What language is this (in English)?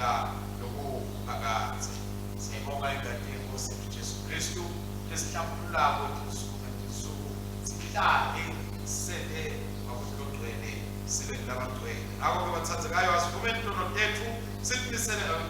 Swati